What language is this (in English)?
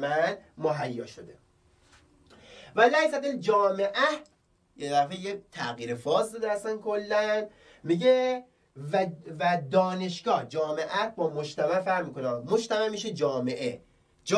Persian